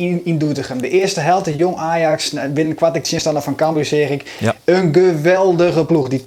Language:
Western Frisian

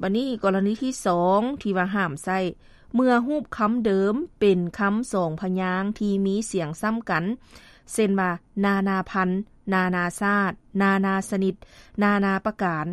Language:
Lao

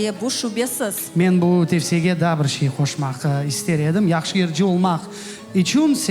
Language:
Crimean Tatar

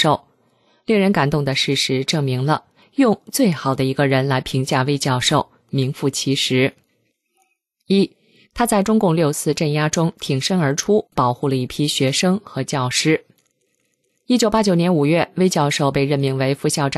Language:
Chinese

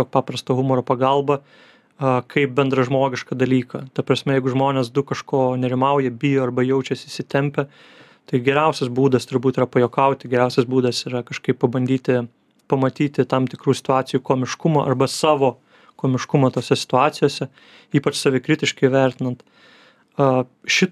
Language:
Lithuanian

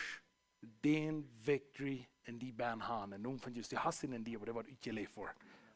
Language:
Plautdietsch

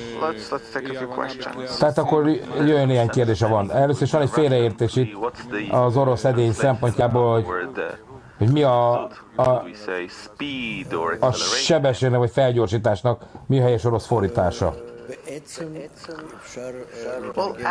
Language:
Hungarian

